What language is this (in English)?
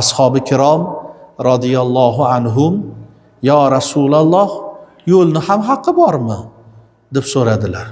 Uzbek